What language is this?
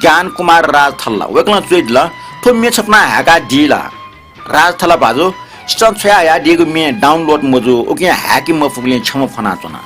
Newari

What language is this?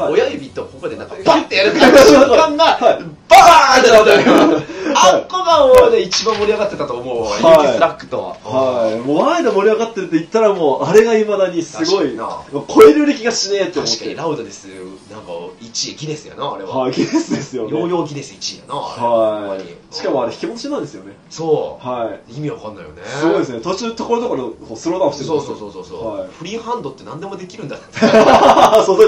Japanese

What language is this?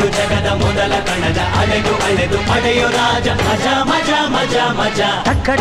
Kannada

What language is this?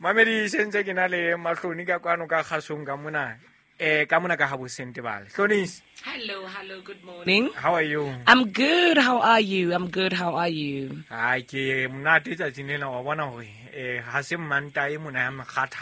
Southern Sotho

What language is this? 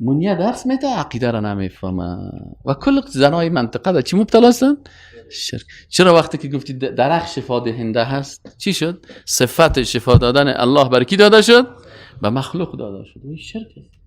Persian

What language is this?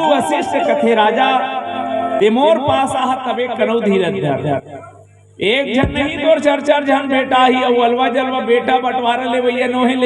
Chhattisgarhi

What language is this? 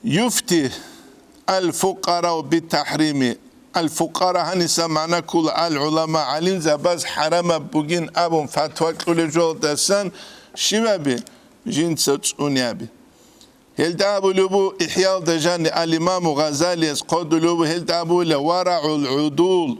Avaric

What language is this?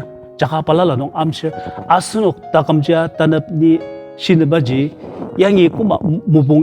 Ao Naga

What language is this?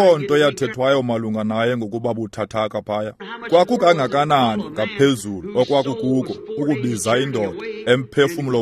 Xhosa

